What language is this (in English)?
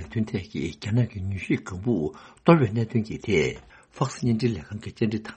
Tibetan